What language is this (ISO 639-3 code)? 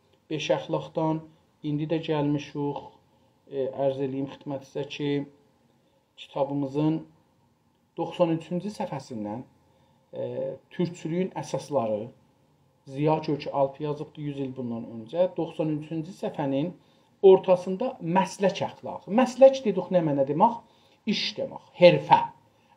azb